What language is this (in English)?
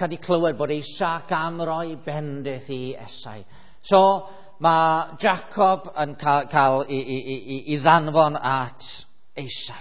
Welsh